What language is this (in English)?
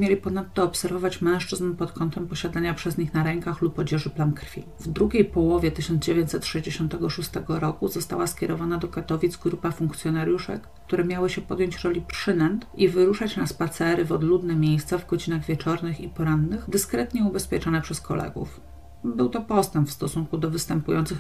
Polish